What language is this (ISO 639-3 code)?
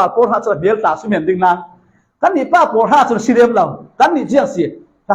cfm